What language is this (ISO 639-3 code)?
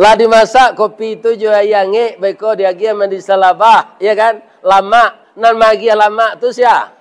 min